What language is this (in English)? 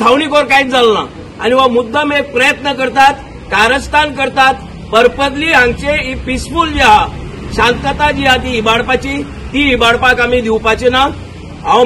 Konkani